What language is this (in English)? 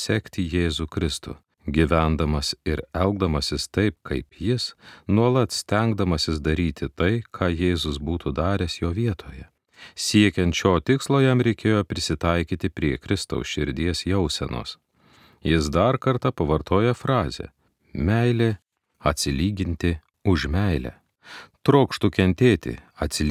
Lithuanian